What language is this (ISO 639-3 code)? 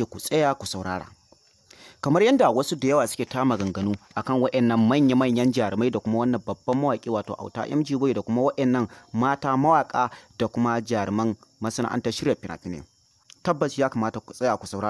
hau